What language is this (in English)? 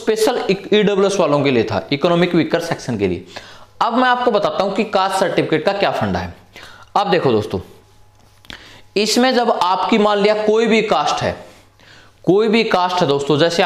Hindi